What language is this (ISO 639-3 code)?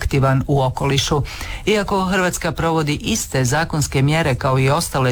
hrv